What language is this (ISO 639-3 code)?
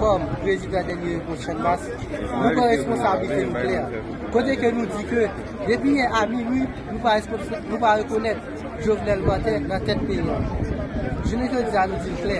hat